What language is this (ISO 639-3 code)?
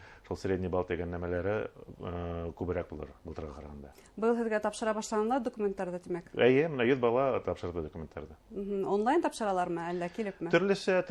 bak